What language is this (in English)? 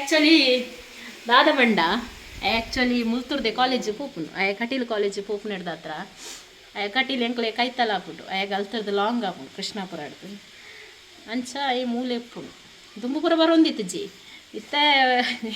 Tulu